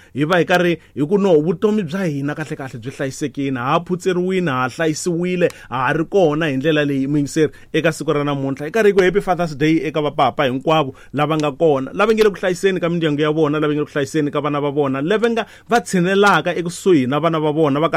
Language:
Tsonga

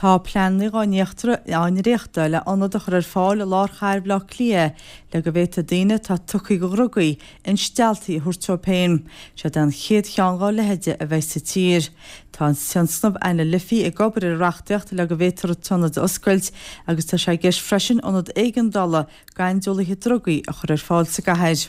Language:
Irish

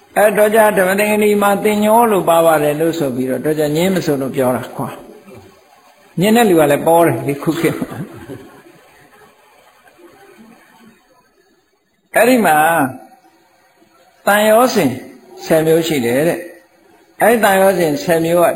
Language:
Burmese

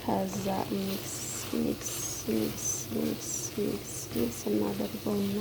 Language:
Amharic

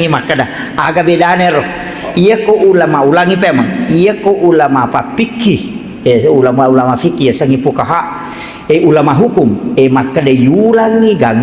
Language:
Buginese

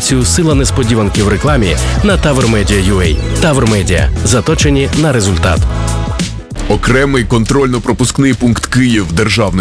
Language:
Ukrainian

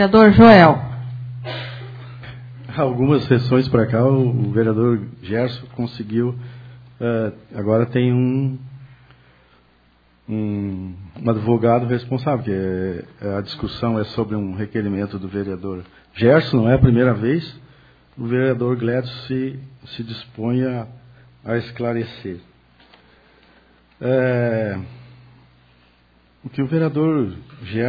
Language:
Portuguese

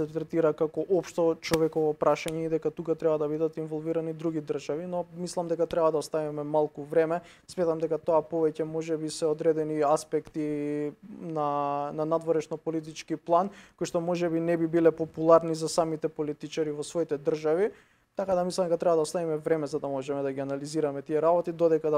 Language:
Macedonian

